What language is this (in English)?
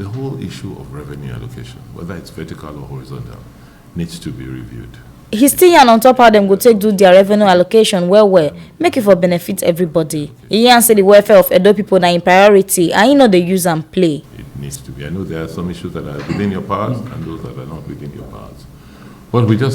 Nigerian Pidgin